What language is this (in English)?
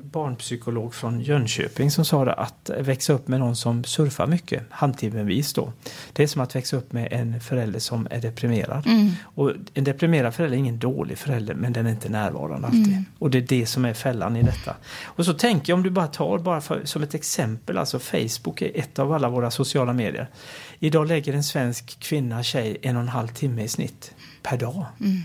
Swedish